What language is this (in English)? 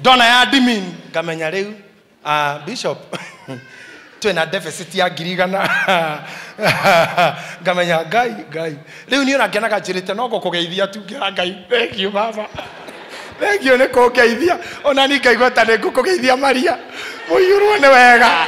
Kikuyu